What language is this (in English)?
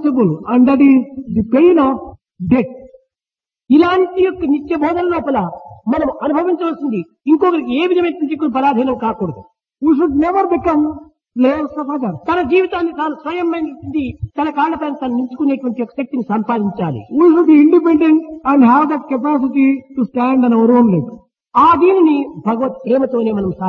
Telugu